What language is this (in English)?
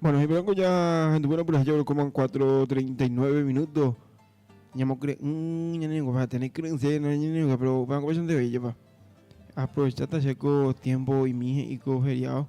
Guarani